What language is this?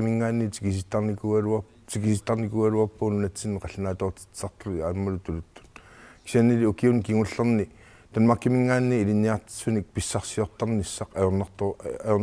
Kalaallisut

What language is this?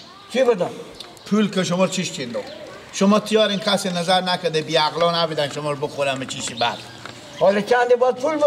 Persian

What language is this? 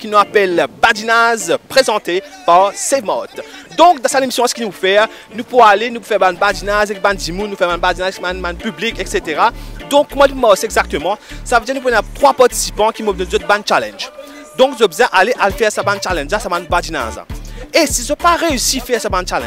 Morisyen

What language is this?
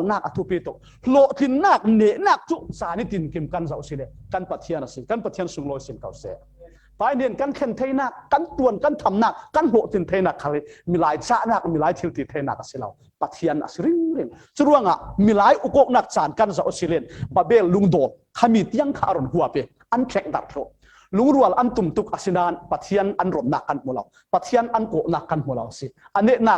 Falam Chin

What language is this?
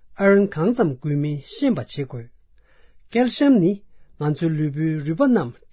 Tibetan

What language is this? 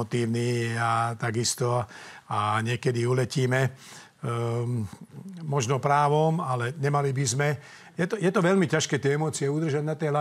Slovak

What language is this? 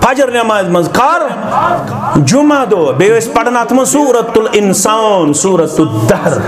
Kashmiri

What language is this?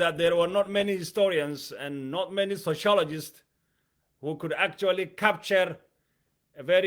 English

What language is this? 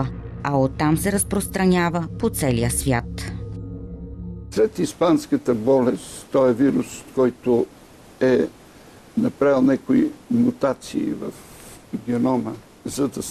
Bulgarian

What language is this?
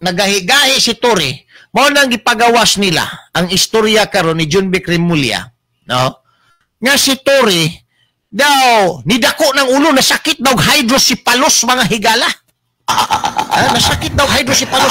Cebuano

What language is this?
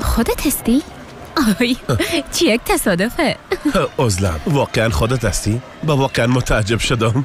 Persian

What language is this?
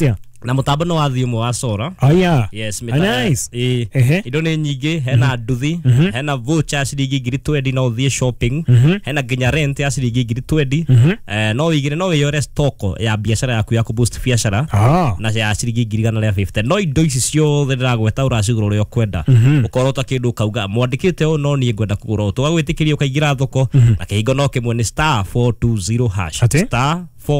Kikuyu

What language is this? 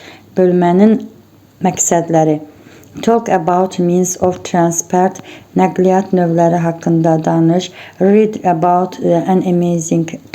Azerbaijani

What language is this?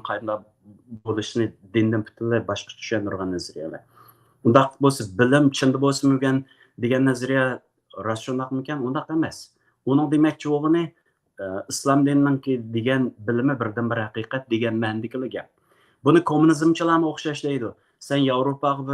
Uyghur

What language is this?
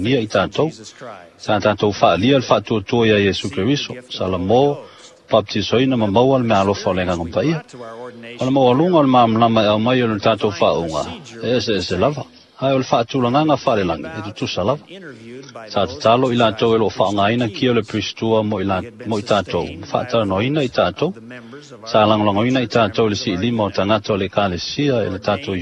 Samoan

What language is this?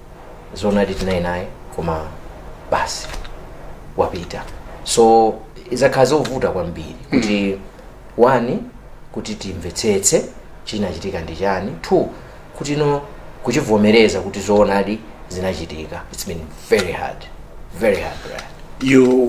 Nyanja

